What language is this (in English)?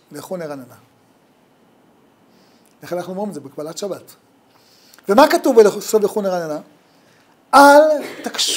Hebrew